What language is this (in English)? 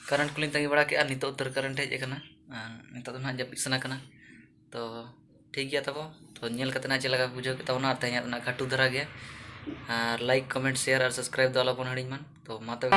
Santali